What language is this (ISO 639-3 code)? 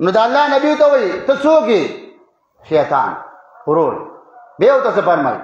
pus